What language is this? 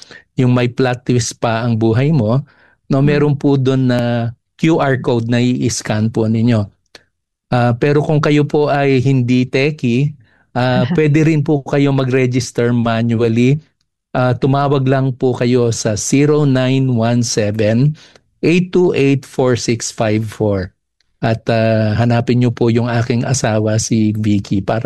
Filipino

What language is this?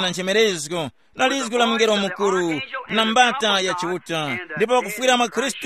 Tumbuka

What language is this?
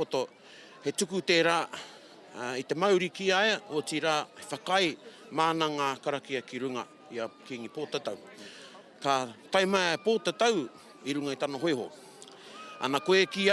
Māori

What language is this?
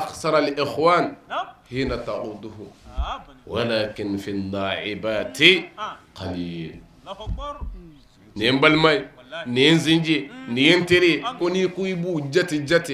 Bambara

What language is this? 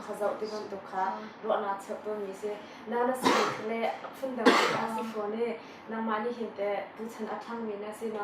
Hakha Chin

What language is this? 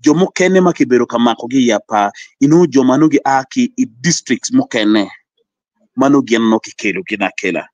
Acoli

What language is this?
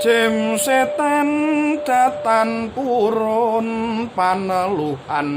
Javanese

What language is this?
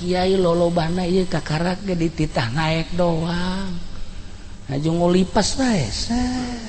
Sundanese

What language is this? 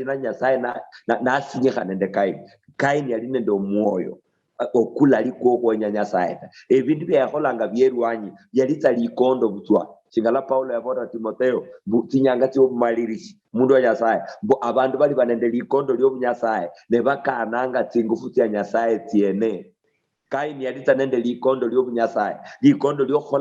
Luyia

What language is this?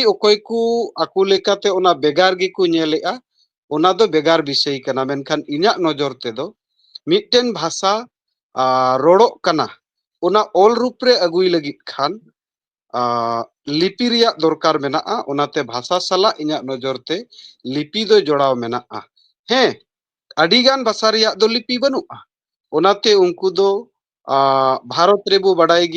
Santali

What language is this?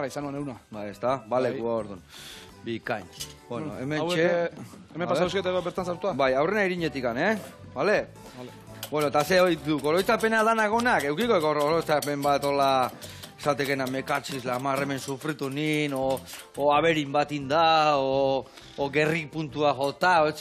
Basque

